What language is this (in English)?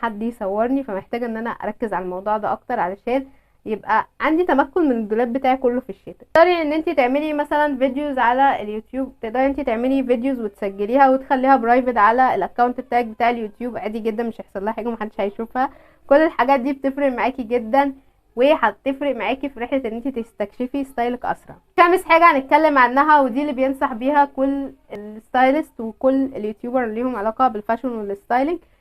Egyptian Arabic